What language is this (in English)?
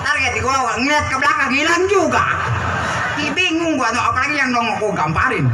Betawi